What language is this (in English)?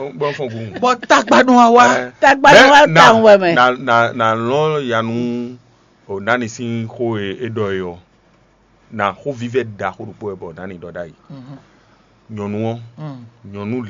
Fon